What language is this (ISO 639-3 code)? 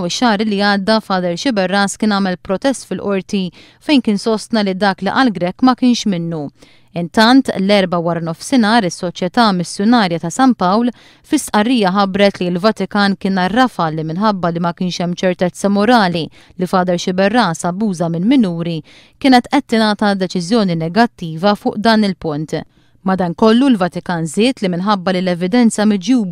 mlt